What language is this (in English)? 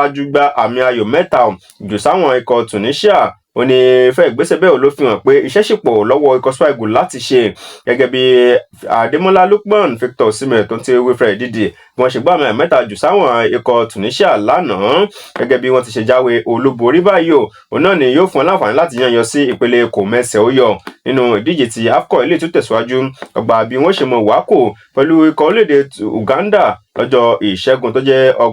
Yoruba